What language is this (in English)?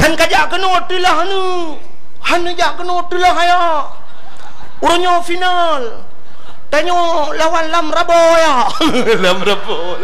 Achinese